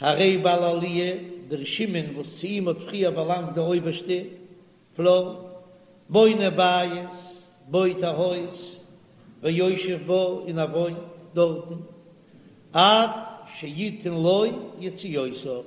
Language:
Yiddish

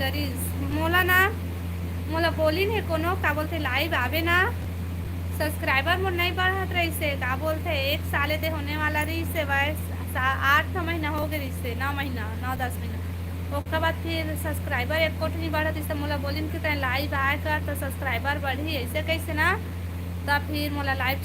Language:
Chhattisgarhi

